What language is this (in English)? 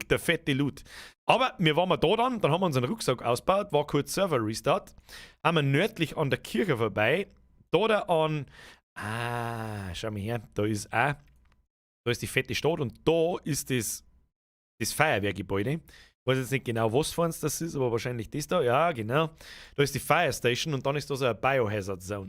Bavarian